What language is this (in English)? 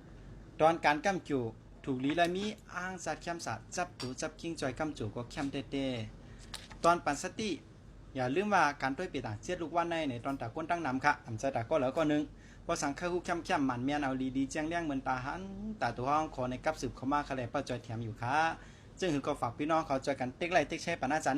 Shan